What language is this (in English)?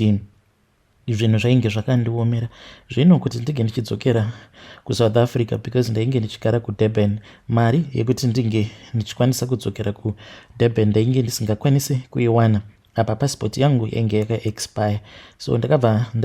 Shona